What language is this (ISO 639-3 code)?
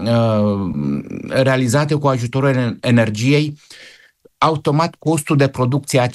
ron